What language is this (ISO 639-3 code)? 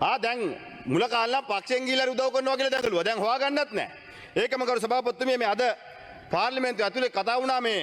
sin